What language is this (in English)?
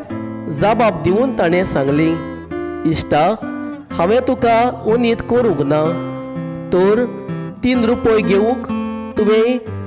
Konkani